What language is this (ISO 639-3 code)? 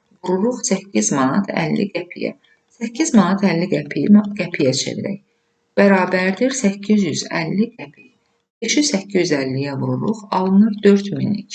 aze